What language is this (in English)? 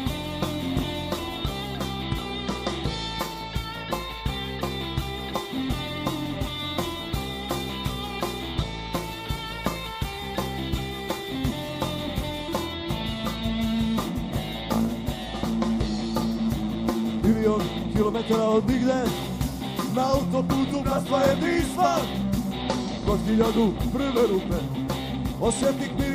Croatian